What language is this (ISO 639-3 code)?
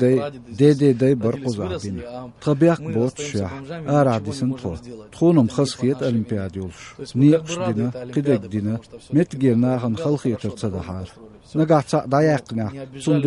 che